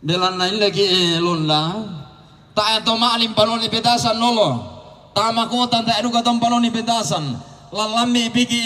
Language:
Toraja-Sa'dan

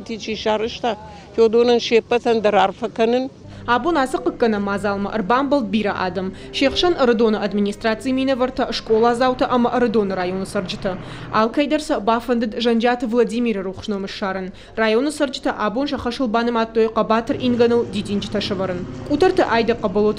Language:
Ossetic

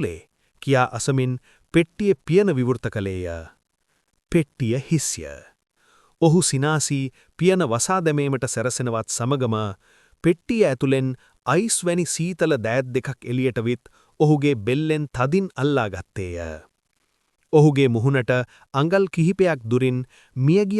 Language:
Sinhala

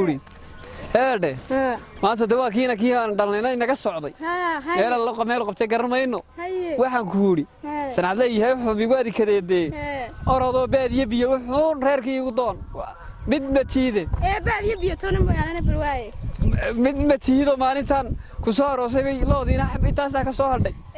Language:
Somali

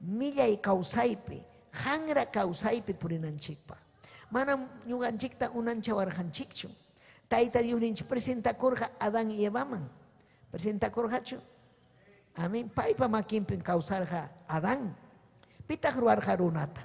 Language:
Ayacucho Quechua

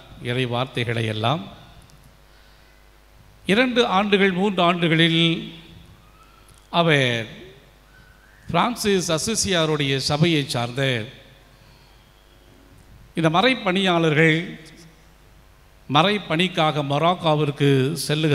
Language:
Tamil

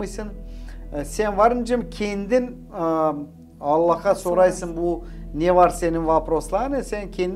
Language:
Gagauz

